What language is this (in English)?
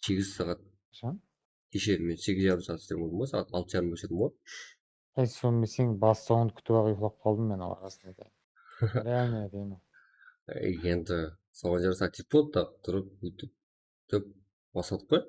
Kara-Kalpak